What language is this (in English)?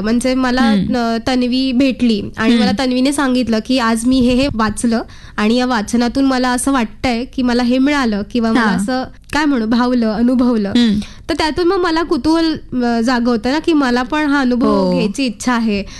Marathi